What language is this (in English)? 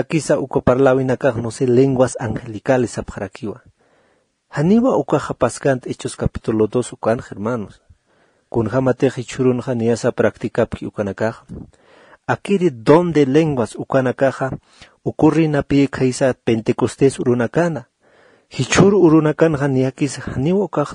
Aymara